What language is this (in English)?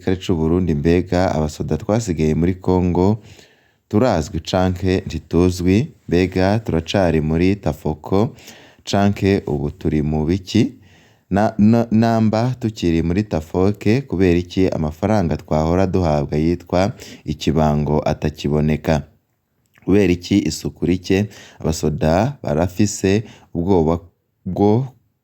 Rundi